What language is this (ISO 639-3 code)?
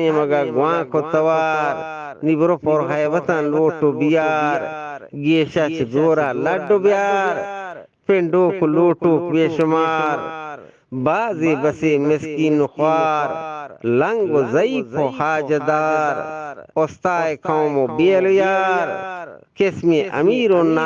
bgp